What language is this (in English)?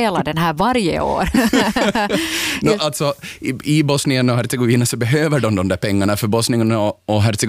Swedish